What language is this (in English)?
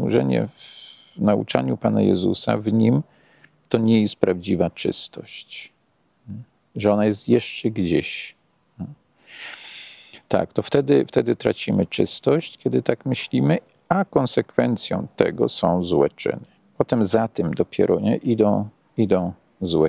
Polish